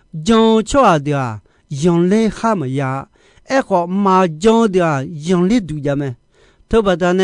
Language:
Akha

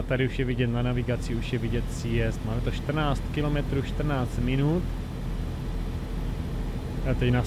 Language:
Czech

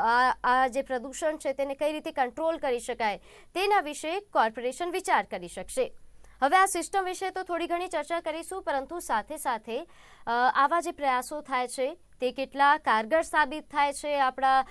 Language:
Gujarati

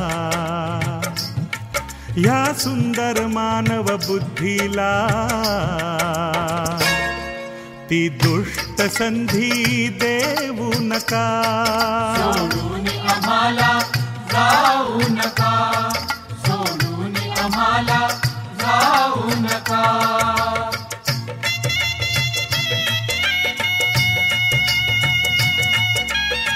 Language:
Marathi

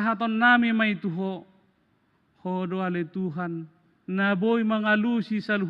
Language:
Batak Toba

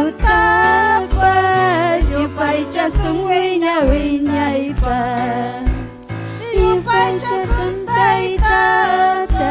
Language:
Ayacucho Quechua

